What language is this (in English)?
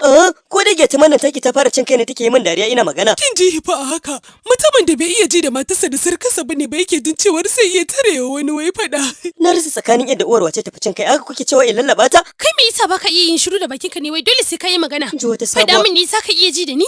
Hausa